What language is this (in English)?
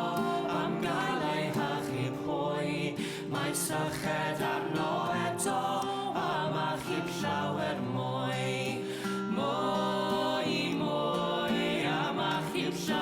Welsh